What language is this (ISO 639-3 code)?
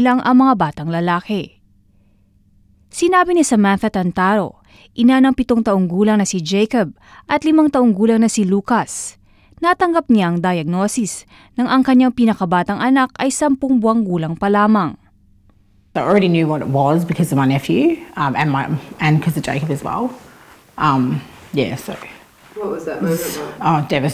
fil